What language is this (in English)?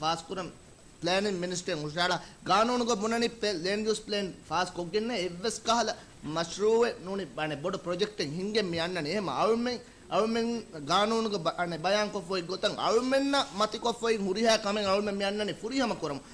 Divehi